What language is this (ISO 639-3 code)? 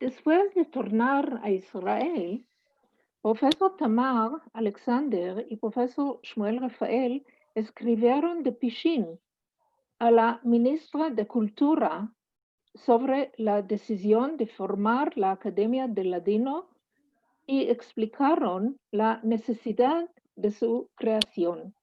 lad